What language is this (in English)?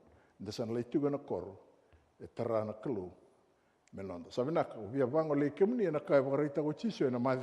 Fijian